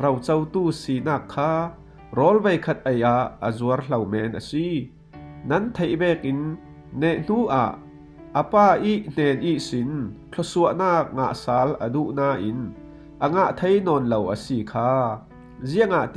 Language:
Falam Chin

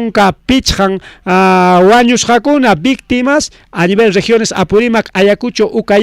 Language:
Ayacucho Quechua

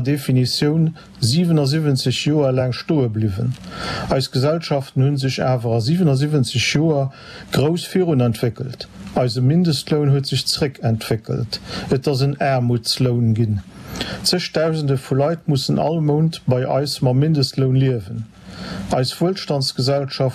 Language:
Luxembourgish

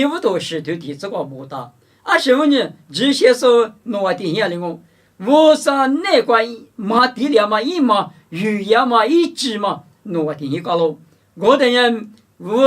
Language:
Lisu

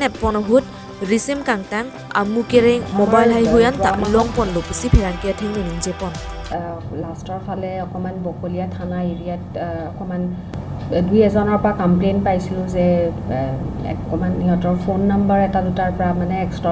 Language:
Karbi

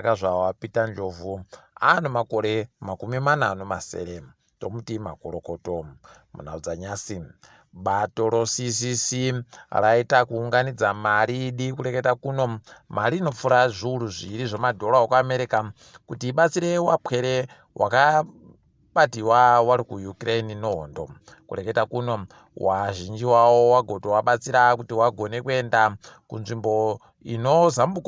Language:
Ndau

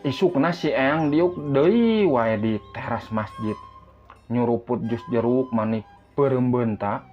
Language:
Sundanese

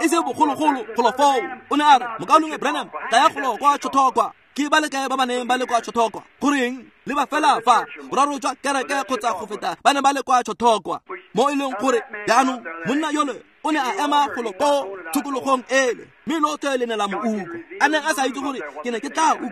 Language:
Tswana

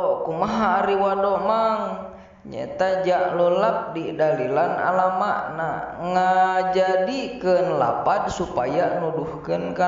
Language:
Sundanese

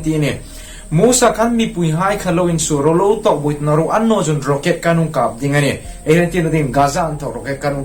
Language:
Hmar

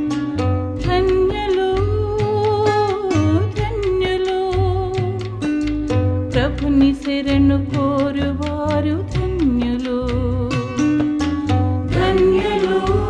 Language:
Telugu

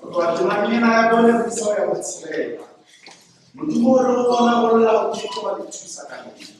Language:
Southern Sotho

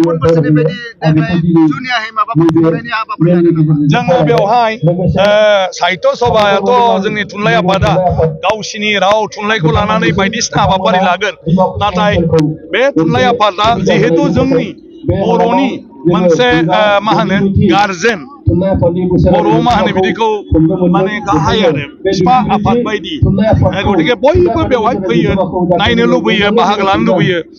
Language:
Bodo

